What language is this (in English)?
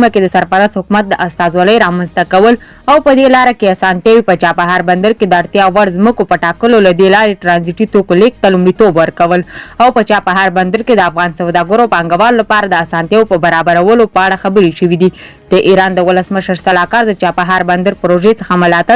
Pashto